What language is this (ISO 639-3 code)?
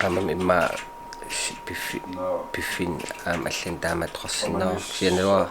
kal